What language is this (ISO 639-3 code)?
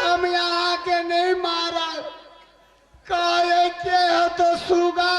mai